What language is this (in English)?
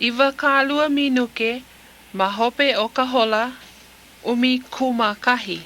Hawaiian